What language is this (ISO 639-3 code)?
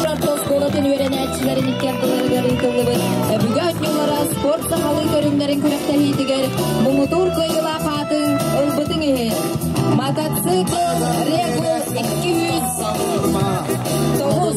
sah